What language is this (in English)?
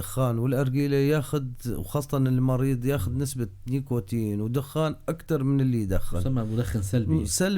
North Levantine Arabic